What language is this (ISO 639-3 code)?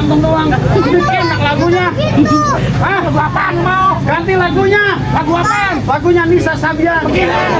bew